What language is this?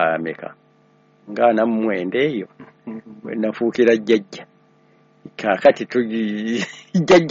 Ganda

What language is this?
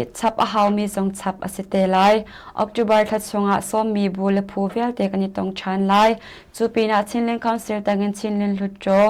Hakha Chin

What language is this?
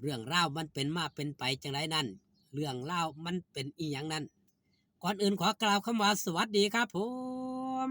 Northeastern Thai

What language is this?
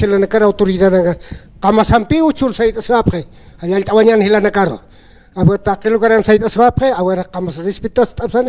Aymara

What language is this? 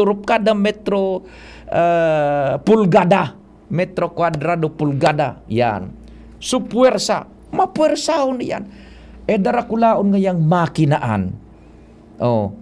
Bikol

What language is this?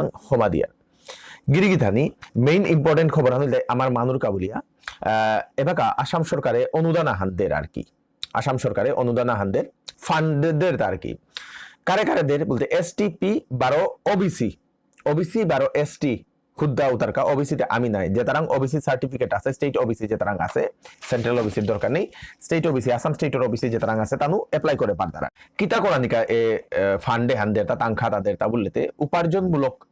Bishnupriya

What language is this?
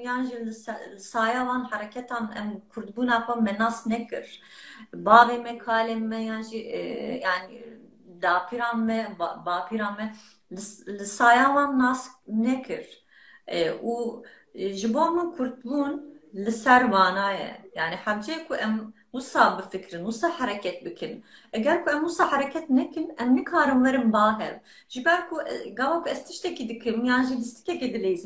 Kurdish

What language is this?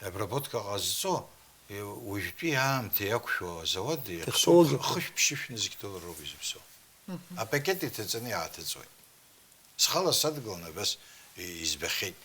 Abkhazian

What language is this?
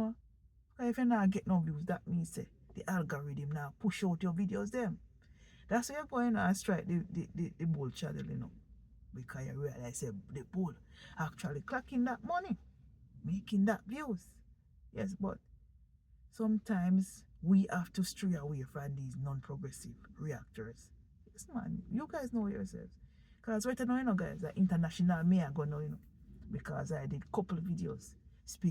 Jamaican Creole English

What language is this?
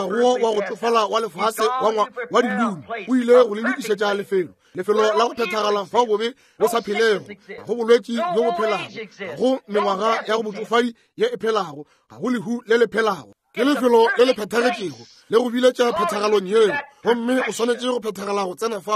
Northern Sotho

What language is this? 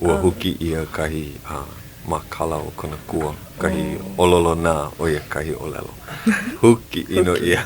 Hawaiian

